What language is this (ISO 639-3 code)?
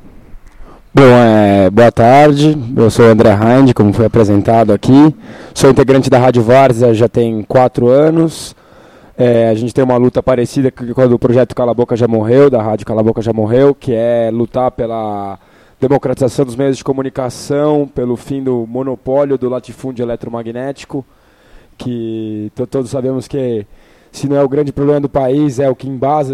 por